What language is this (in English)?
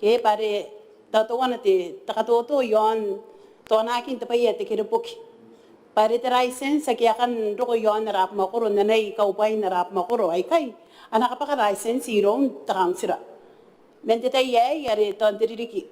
Gilbertese